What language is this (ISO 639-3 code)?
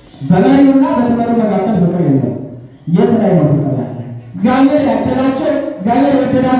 amh